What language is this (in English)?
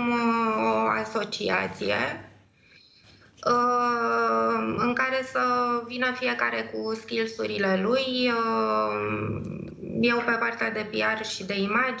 Romanian